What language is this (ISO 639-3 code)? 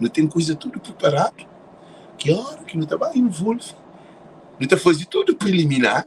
kea